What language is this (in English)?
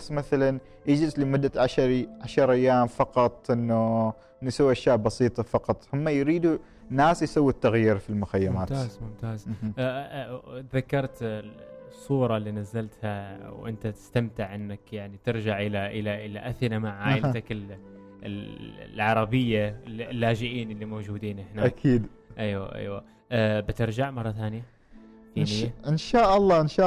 Gulf Arabic